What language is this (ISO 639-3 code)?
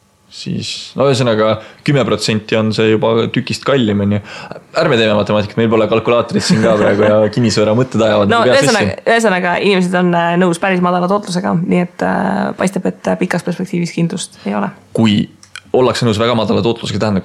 est